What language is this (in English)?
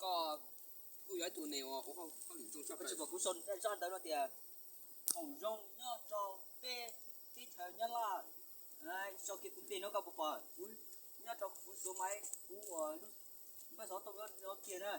Hmong